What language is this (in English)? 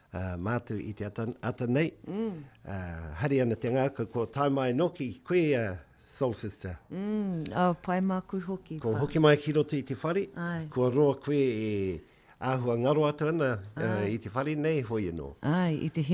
Māori